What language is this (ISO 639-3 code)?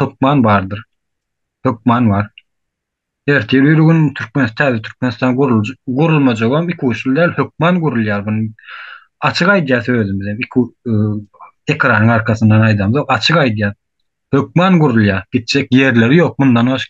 tuk